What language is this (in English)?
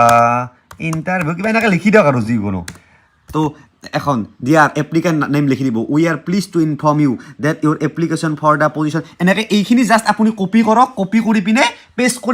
Assamese